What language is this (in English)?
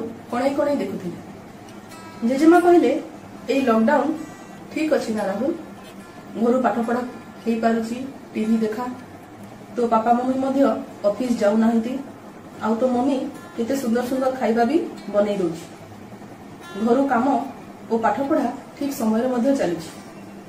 Odia